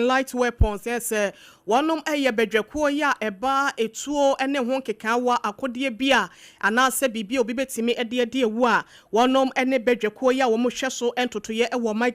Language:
Akan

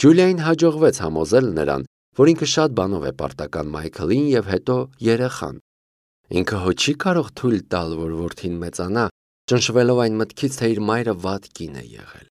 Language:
Armenian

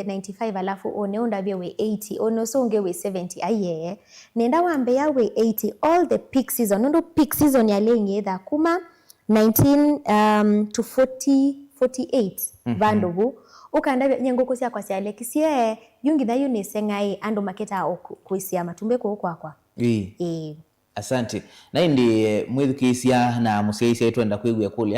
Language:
Kamba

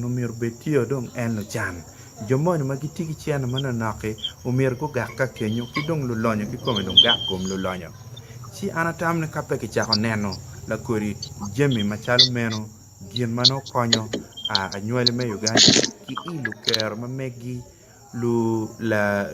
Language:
Acoli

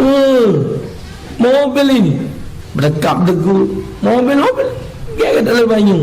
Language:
Musi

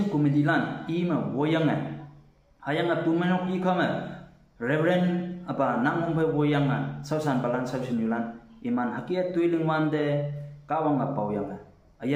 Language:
Konyak Naga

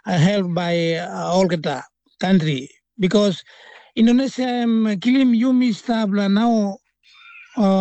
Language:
Tok Pisin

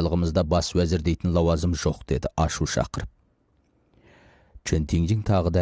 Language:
Kazakh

